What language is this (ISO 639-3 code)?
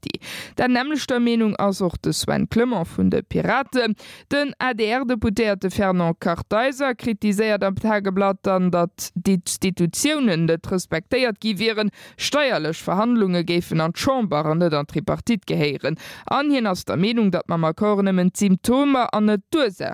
ltz